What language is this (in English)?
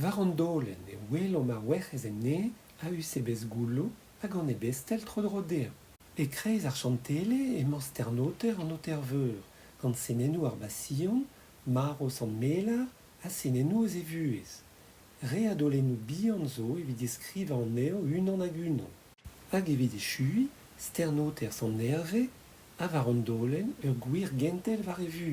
Breton